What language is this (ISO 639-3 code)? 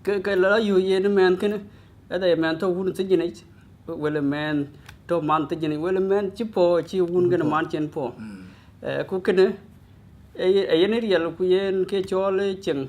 din